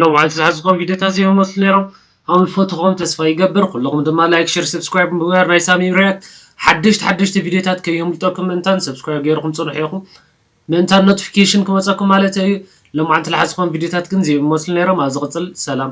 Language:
Tigrinya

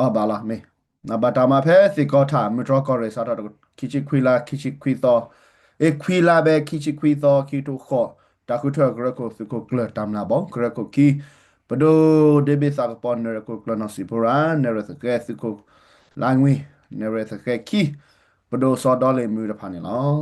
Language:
S'gaw Karen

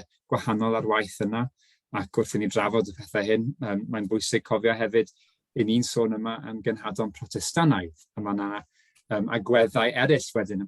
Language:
Welsh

